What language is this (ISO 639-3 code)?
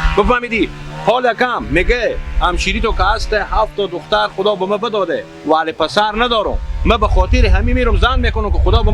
haz